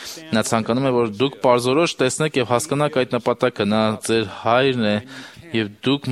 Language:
Armenian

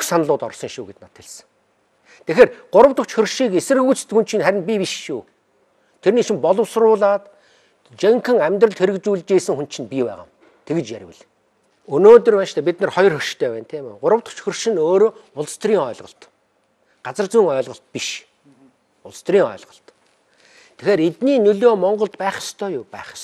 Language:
Mongolian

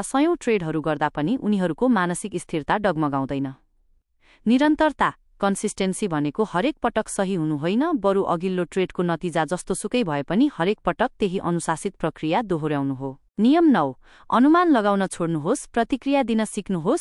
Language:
Nepali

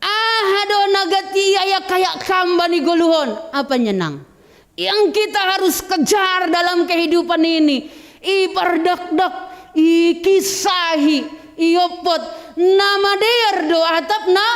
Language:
Batak Simalungun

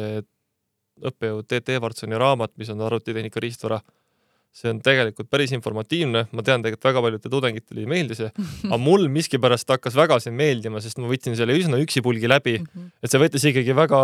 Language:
Estonian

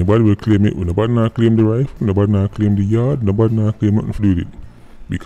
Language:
Jamaican Creole English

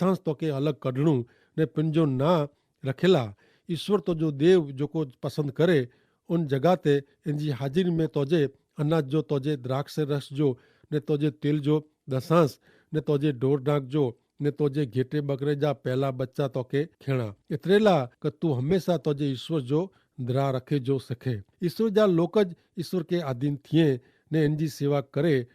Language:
Kachhi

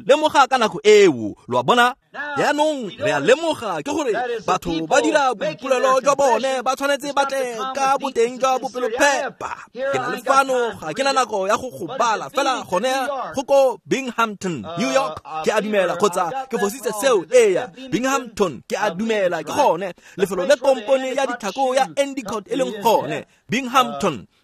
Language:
Tswana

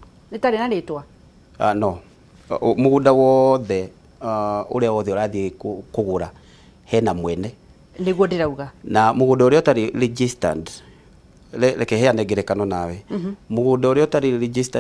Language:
Kikuyu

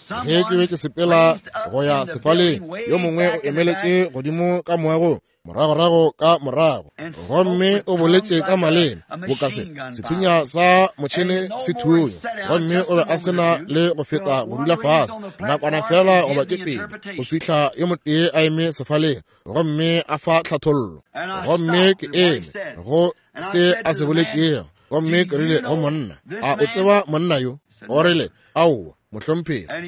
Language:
Northern Sotho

